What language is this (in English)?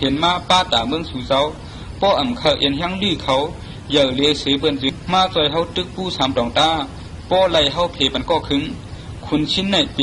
Shan